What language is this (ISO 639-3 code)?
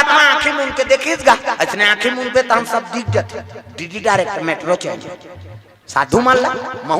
hne